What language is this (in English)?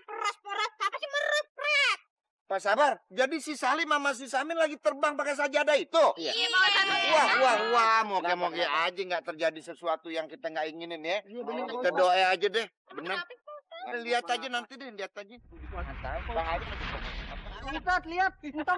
Betawi